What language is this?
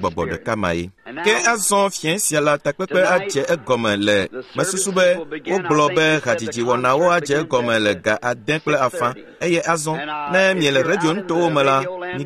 Ewe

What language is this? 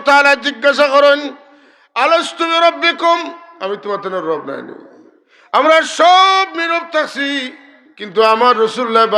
Sylheti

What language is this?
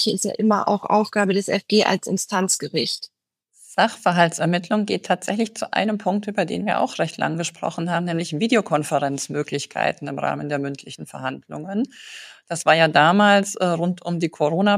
German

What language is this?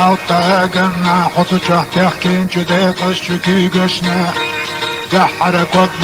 Chechen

